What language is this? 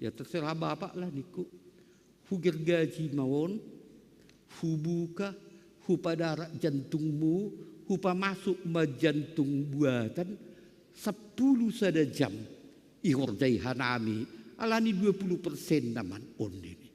Batak Simalungun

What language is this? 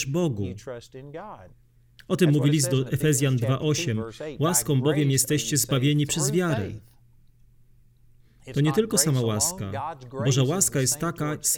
Polish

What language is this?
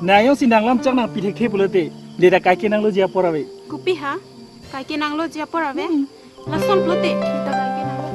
Karbi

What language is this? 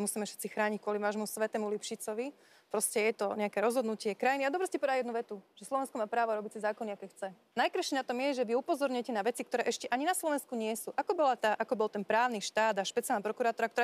Slovak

